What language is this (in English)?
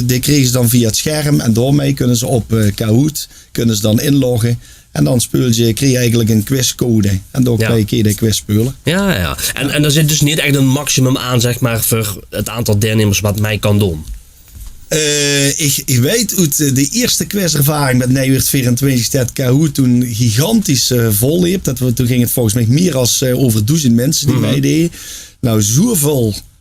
Limburgish